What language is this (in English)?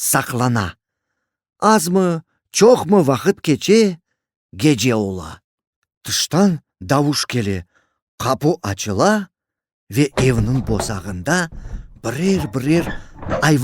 Crimean Tatar